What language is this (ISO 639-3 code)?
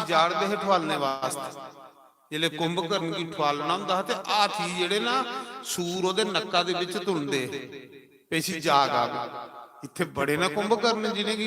doi